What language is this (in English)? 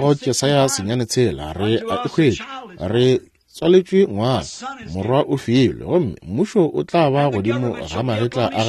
Northern Sotho